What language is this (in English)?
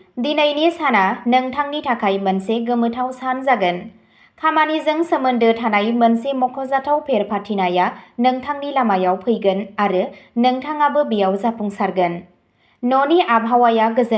Bodo